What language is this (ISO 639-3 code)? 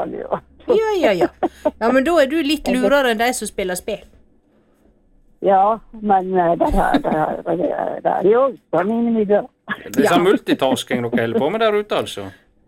nor